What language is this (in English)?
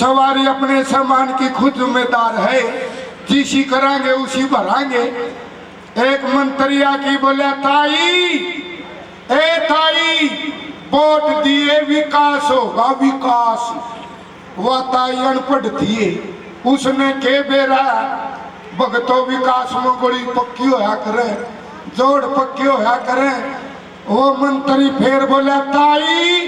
Haryanvi